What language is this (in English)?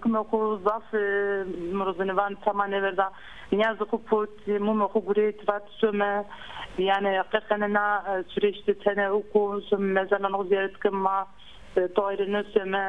Zaza